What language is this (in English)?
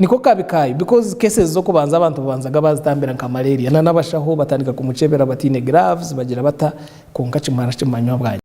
Nyankole